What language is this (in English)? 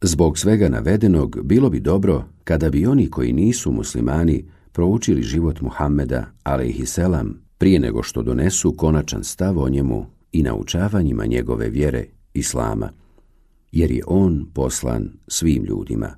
Bosnian